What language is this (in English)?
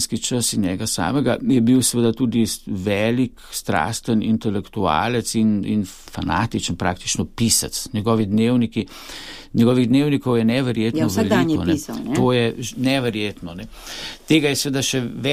Slovenian